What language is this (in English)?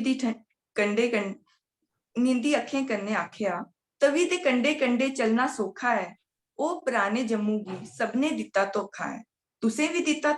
Dogri